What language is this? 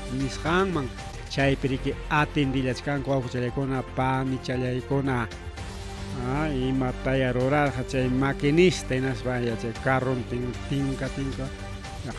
Ayacucho Quechua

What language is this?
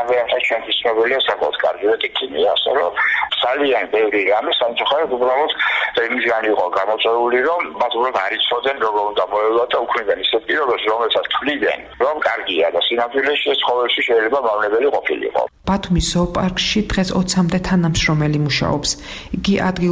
Georgian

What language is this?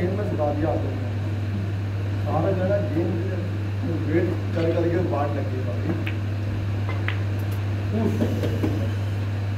Hindi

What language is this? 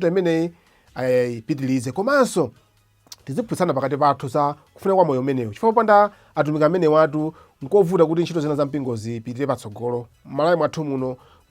Nyanja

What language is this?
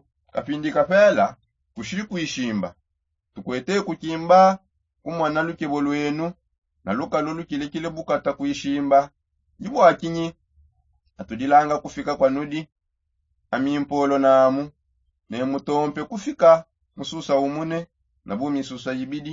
Songe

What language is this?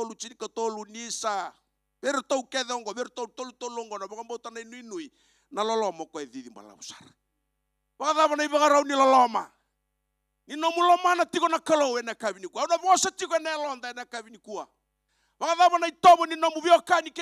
Fijian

